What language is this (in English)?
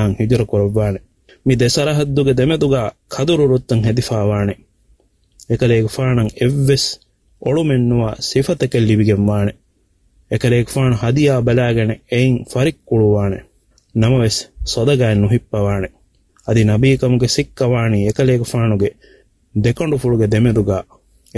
Divehi